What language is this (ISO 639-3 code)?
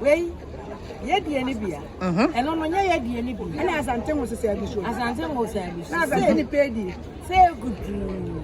aka